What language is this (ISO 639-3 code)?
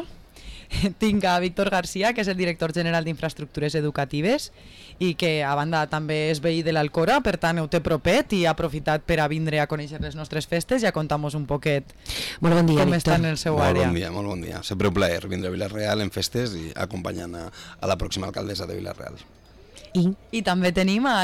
cat